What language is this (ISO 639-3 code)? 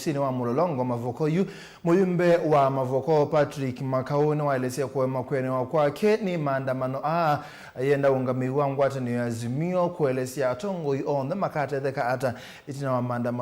kam